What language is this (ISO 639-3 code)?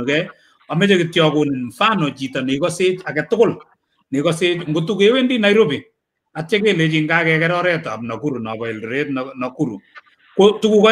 kln